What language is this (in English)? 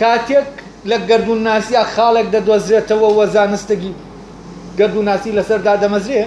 Central Kurdish